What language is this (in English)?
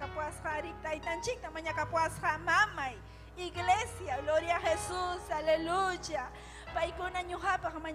Ayacucho Quechua